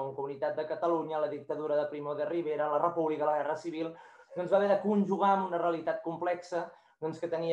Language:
Catalan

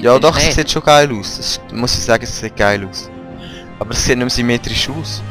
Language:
Swiss German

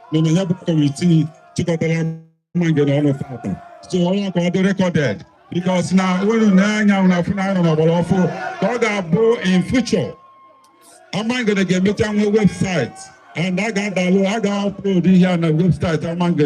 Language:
Igbo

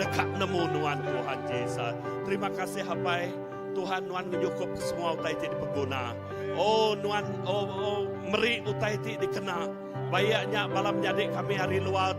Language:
Iban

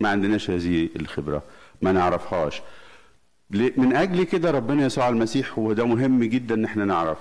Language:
Egyptian Arabic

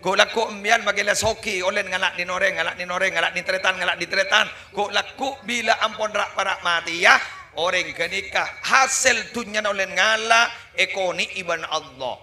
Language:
Madurese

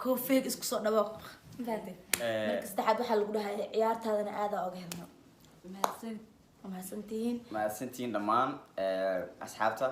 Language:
Somali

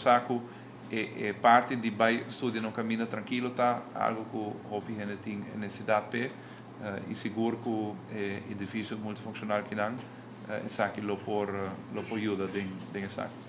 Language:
Papiamento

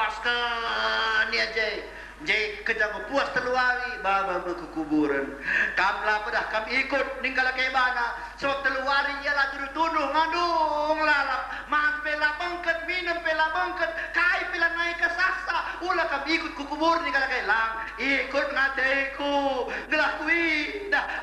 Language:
Batak Karo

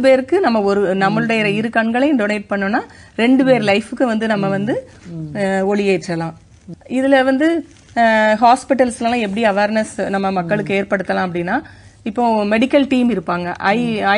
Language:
Tamil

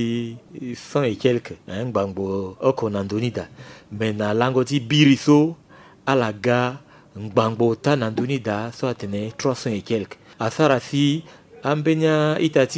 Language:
Sango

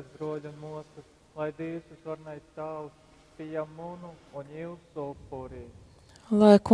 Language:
Latgalian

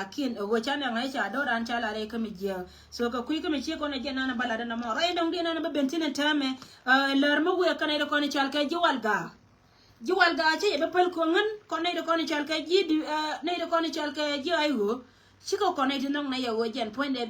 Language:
Nuer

